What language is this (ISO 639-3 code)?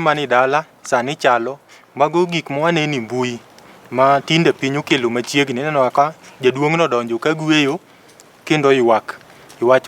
luo